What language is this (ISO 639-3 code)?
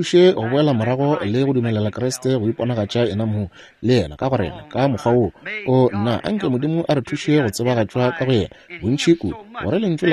nso